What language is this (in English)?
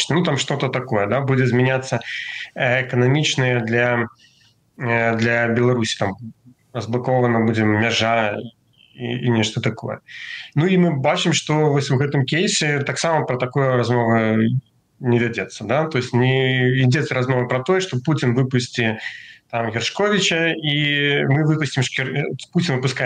Belarusian